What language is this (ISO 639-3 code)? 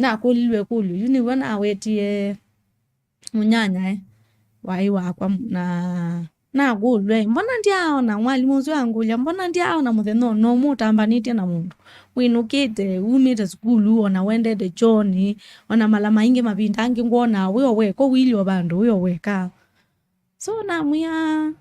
kam